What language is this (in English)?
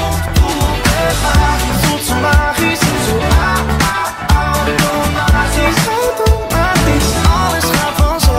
Dutch